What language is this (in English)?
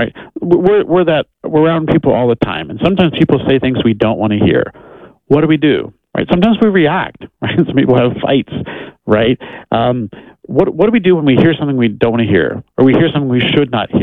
English